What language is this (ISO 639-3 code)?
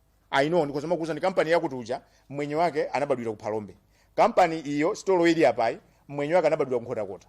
nya